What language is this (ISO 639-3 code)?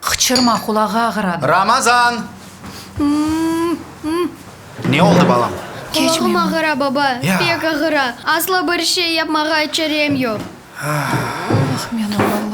crh